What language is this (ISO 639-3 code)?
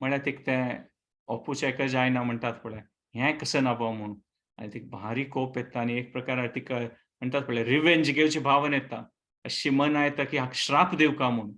kok